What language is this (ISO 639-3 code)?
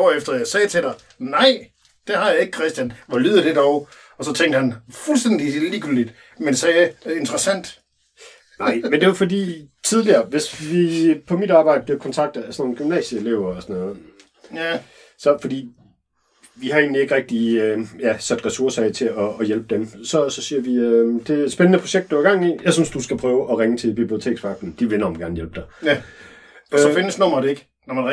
dan